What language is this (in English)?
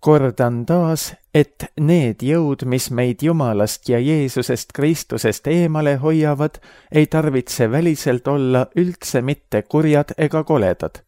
Estonian